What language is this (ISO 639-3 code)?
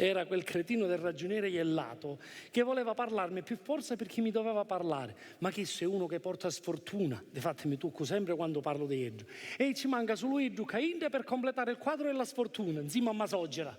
scn